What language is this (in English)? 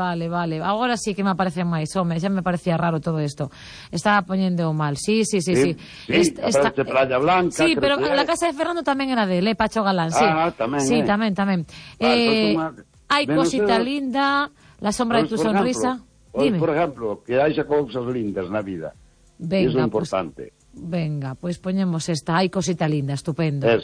Galician